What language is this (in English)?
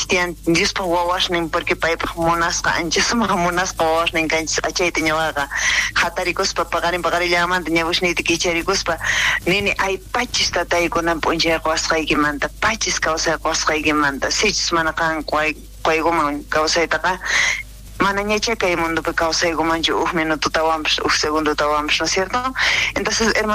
South Bolivian Quechua